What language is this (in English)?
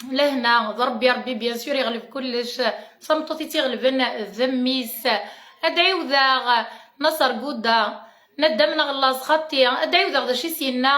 Kabyle